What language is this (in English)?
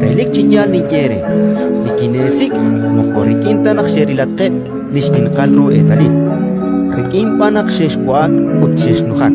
Kekchí